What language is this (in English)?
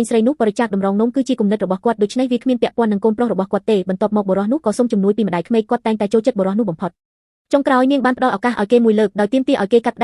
Khmer